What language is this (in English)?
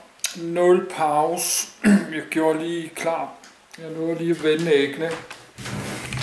Danish